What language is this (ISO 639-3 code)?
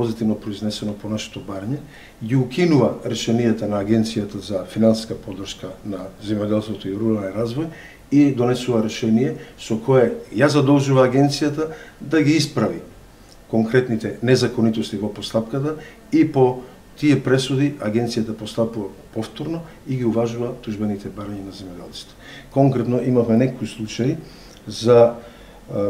mkd